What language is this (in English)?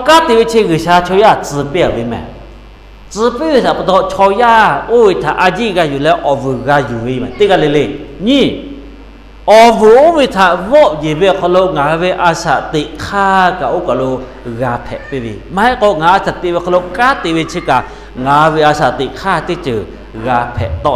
Lahu